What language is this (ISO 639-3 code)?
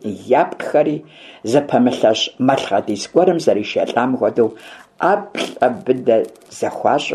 kbd